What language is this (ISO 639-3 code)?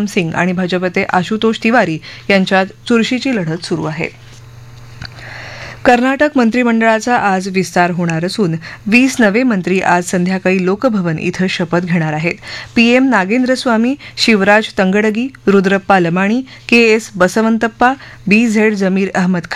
mar